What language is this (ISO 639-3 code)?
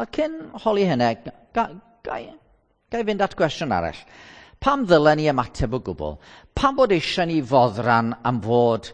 cym